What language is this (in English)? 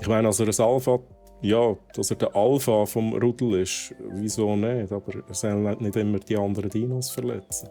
Swiss German